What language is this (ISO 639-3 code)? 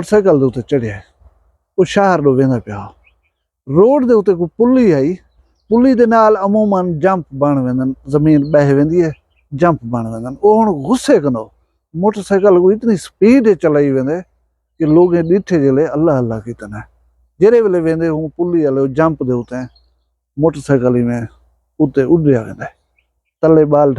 skr